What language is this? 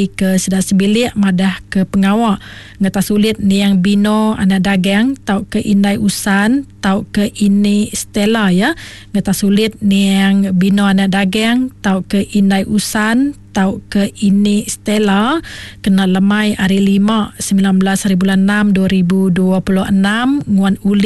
Iban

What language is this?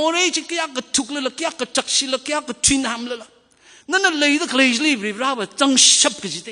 Tangkhul Naga (India)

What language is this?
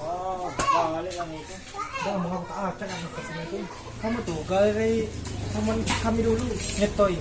Musi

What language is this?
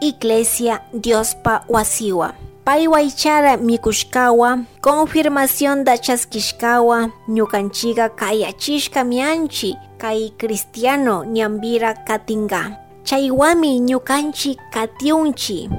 Chimborazo Highland Quichua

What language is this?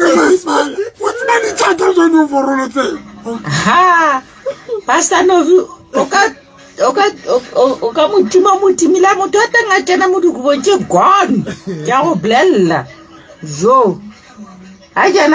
Southern Sotho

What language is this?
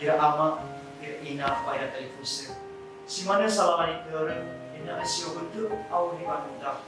Nias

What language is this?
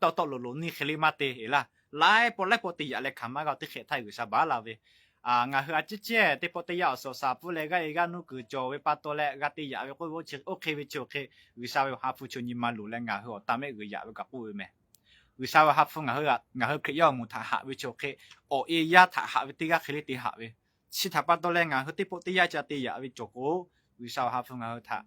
Lahu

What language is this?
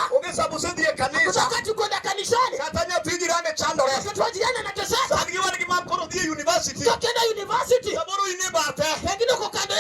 Luo (Kenya and Tanzania)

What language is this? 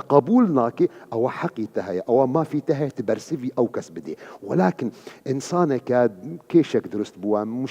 Kurdish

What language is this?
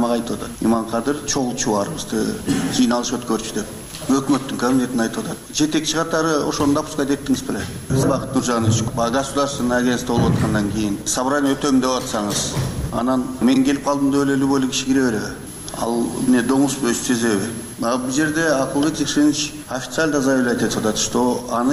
Kyrgyz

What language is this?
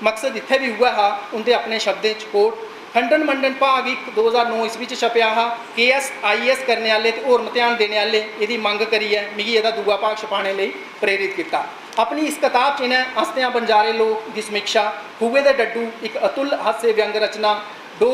Dogri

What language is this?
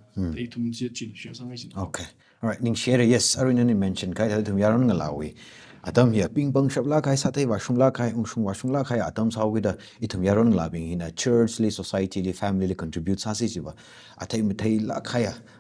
Tangkhul Naga (India)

